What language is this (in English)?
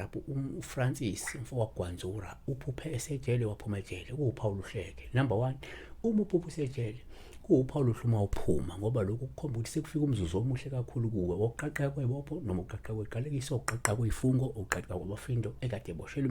Zulu